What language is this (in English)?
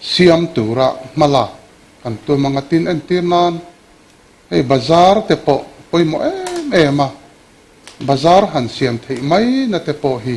Mizo